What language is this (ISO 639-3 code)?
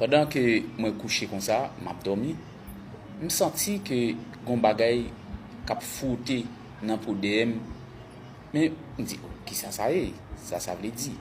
hat